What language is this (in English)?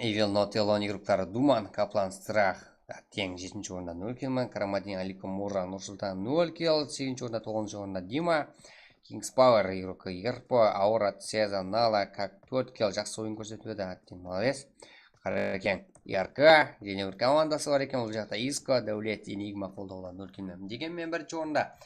Kara-Kalpak